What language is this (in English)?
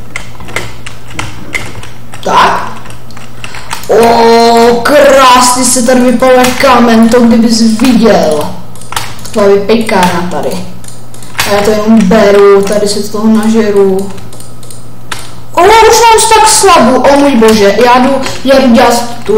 Czech